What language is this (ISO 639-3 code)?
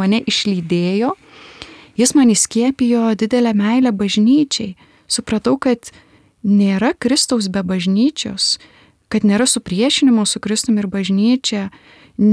lit